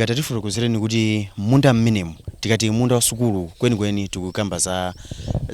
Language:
Nyanja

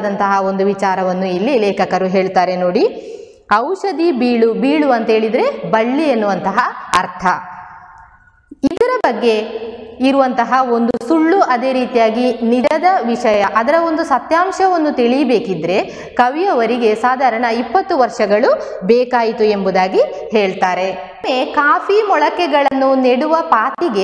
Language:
Kannada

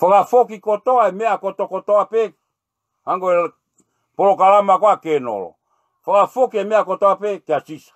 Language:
Tongan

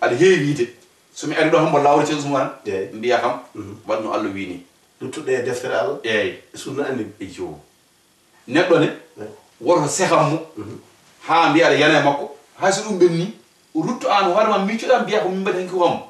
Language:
Fula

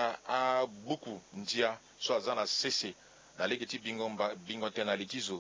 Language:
Sango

